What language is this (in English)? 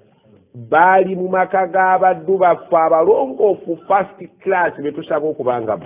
Ganda